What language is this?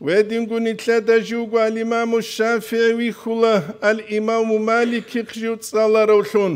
Avaric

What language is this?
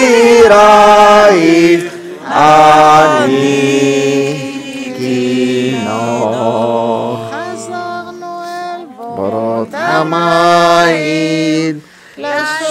Hebrew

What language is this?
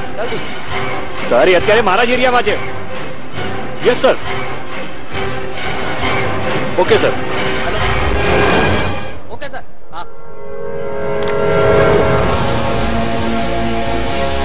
Gujarati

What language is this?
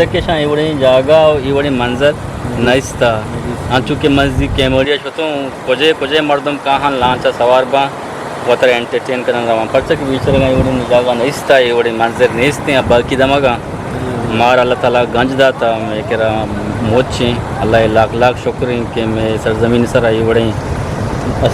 Eastern Balochi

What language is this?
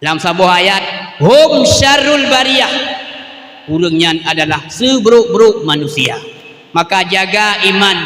Achinese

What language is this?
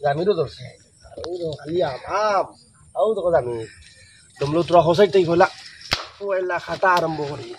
Sylheti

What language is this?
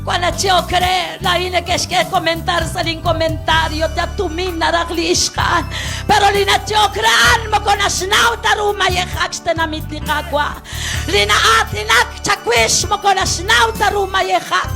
Kekchí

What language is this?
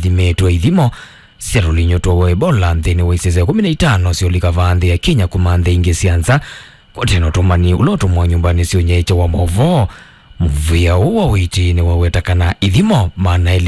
Kamba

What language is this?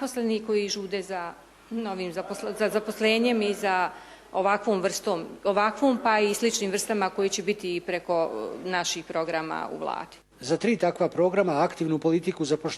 Bosnian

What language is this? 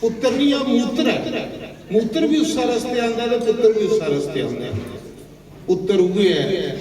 Dogri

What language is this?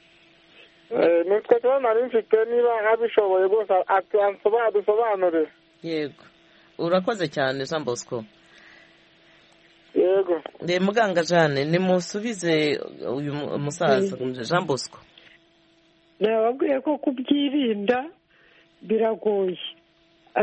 Kinyarwanda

